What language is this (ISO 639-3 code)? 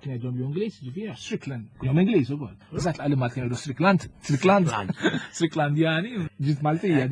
mlt